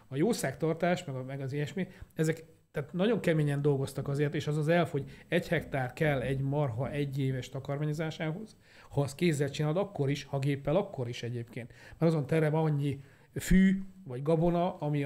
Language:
Hungarian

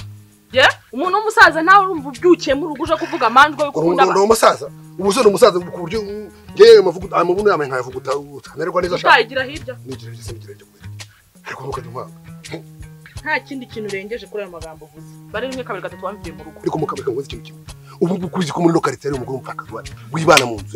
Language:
Kinyarwanda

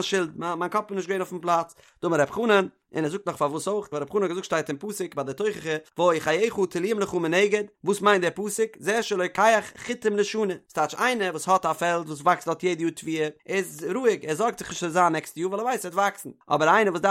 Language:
Yiddish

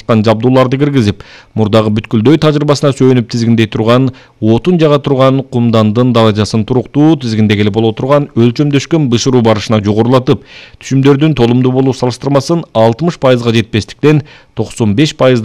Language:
Kyrgyz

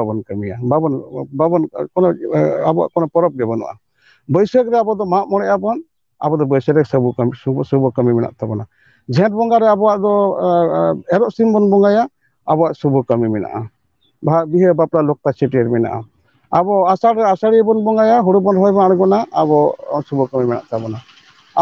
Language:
Santali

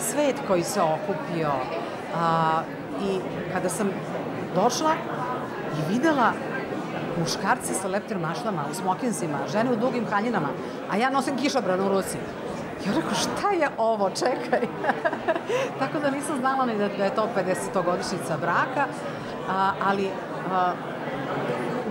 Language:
Serbian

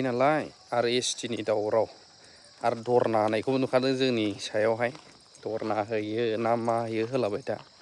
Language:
Bodo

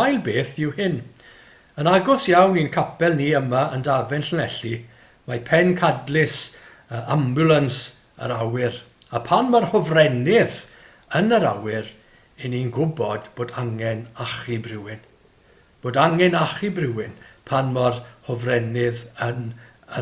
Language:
Welsh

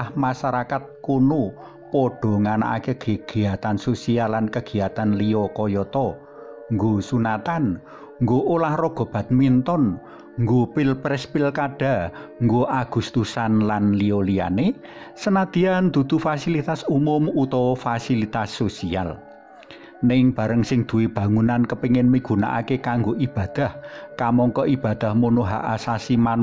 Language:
Javanese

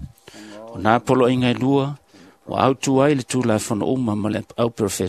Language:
Samoan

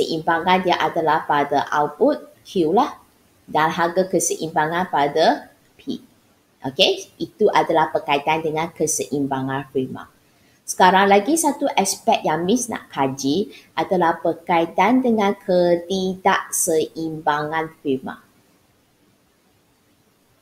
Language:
Malay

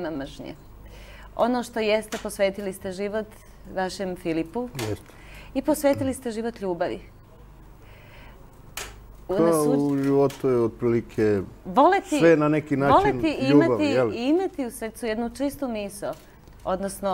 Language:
Serbian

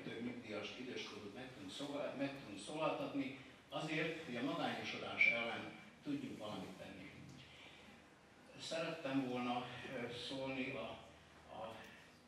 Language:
Hungarian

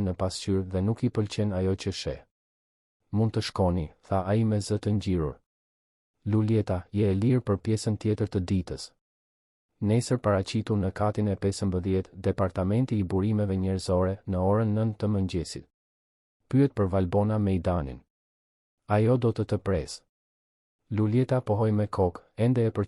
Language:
Albanian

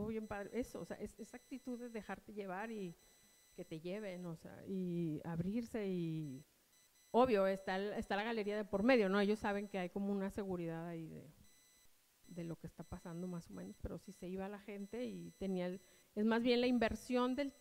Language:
Spanish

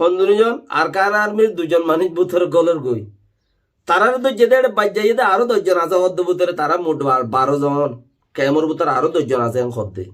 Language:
Rohingya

